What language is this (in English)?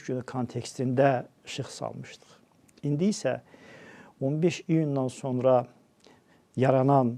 Azerbaijani